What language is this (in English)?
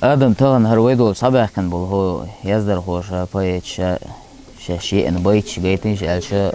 Chechen